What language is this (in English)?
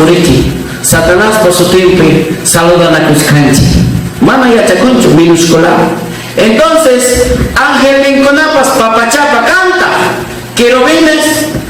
Ayacucho Quechua